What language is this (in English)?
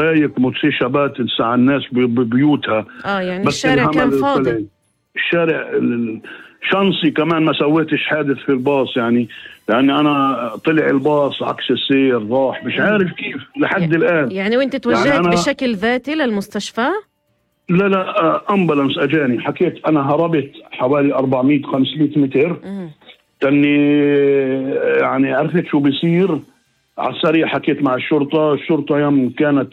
North Levantine Arabic